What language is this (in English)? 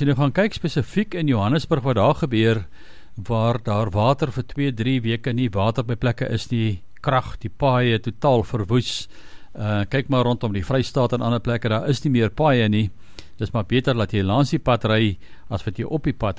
Afrikaans